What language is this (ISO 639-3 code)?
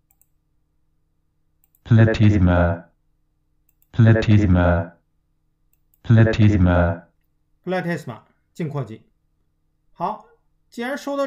zho